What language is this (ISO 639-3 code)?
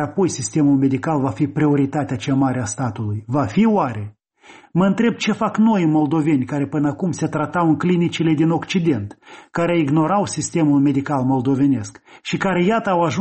ron